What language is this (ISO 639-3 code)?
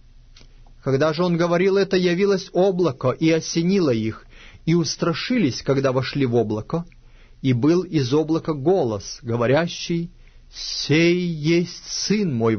rus